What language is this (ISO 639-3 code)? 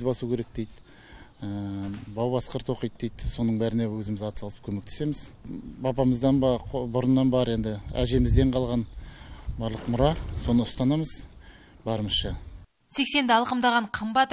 kaz